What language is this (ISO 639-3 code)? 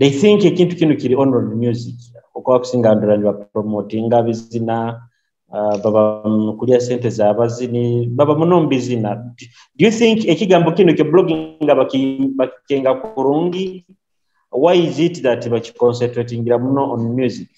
nyo